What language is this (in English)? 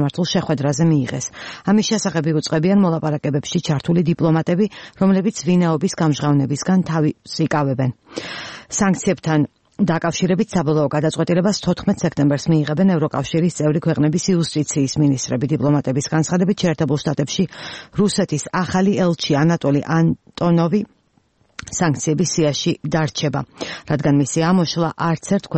Georgian